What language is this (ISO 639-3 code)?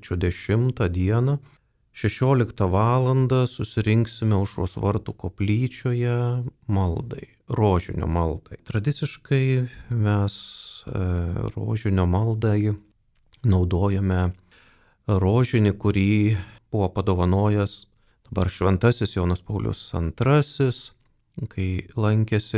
lit